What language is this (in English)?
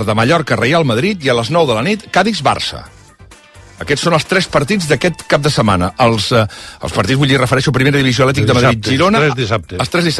Catalan